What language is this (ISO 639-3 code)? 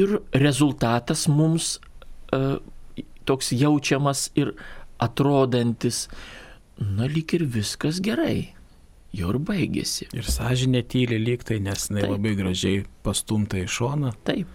lit